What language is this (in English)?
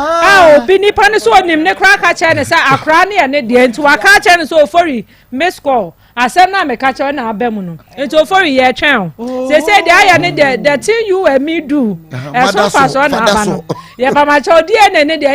Akan